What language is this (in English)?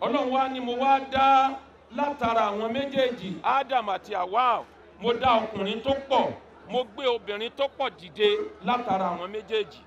Yoruba